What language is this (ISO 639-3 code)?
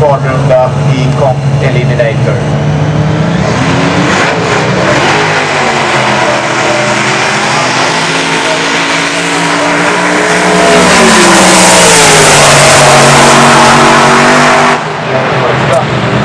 swe